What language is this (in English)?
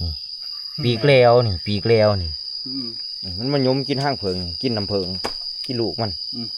Lao